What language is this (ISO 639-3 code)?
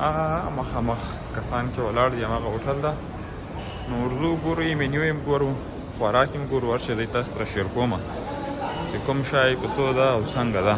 pus